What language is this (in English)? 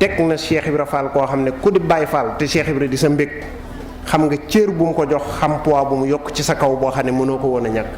Wolof